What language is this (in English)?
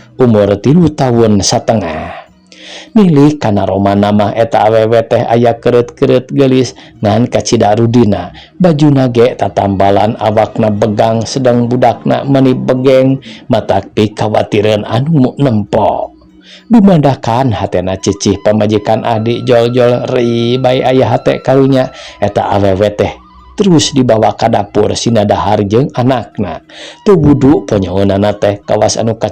Sundanese